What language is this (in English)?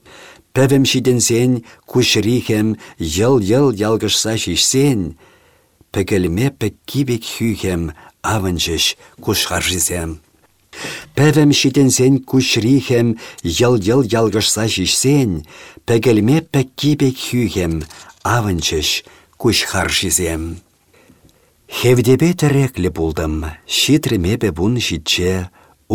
Chuvash